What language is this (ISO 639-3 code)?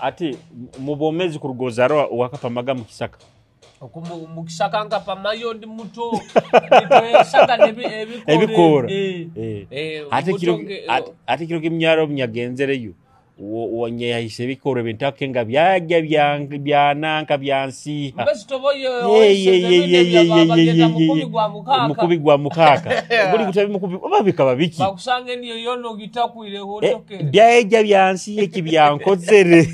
nyo